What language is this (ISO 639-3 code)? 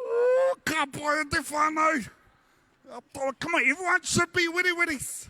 mri